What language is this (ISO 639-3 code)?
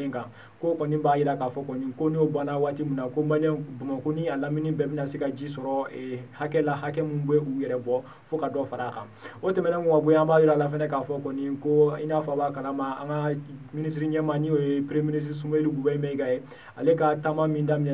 bam